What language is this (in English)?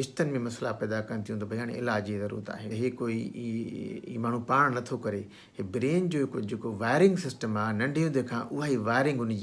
Sindhi